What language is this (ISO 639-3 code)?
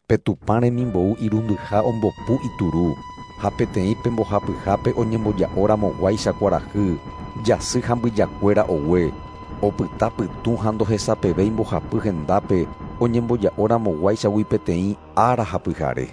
grn